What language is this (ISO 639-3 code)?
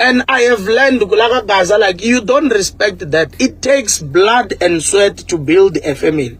tso